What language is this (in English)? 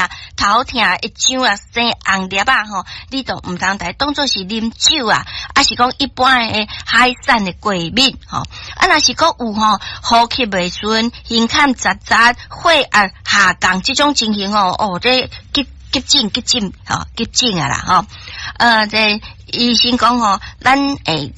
Min Nan Chinese